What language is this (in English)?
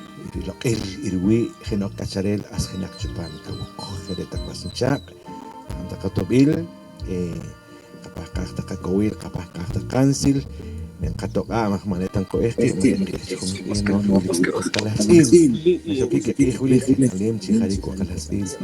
Poqomchi'